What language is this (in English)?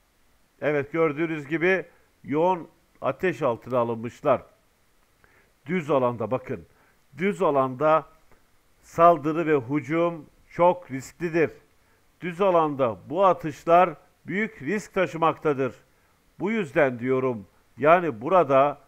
Turkish